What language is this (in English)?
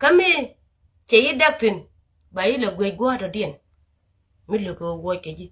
Nuer